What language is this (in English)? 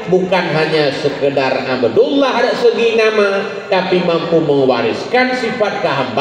Achinese